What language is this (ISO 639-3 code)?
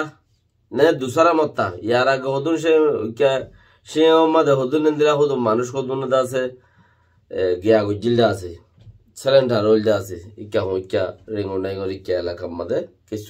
rhg